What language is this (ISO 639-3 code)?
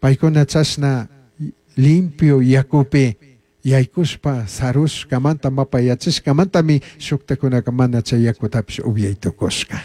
qug